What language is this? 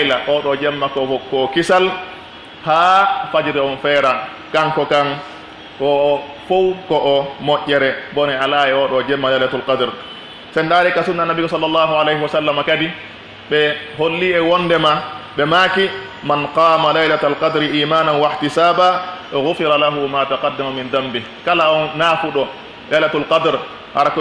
Pular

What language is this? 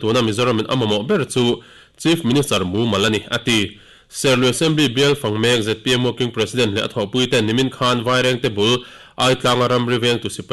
Mizo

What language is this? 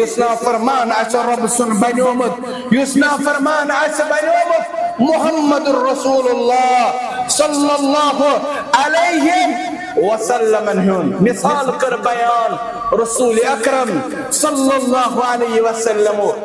Kashmiri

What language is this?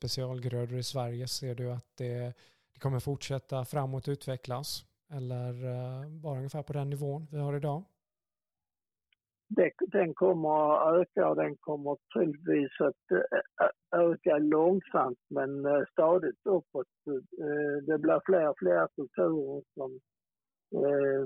Swedish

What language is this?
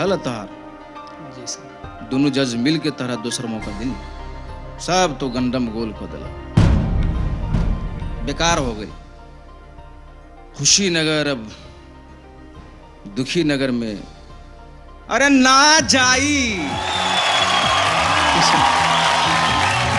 Bhojpuri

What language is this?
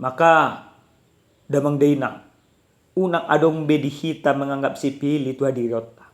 Batak Toba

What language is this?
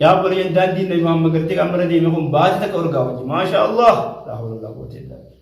Oromo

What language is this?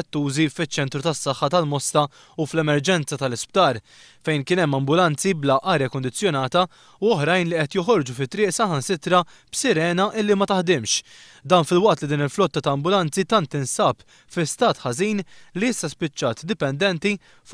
Maltese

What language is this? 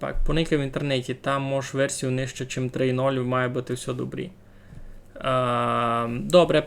Rusyn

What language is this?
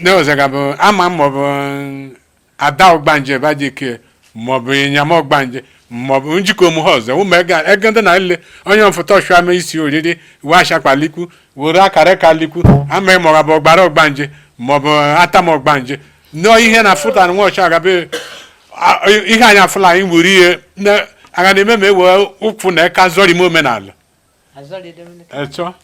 Igbo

